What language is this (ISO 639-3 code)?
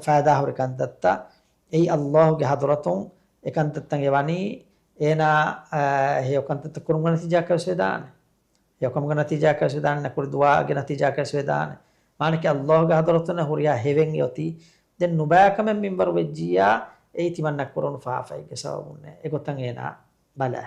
div